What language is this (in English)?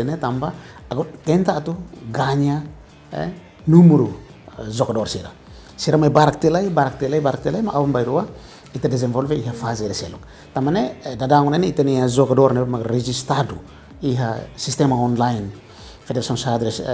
Tetum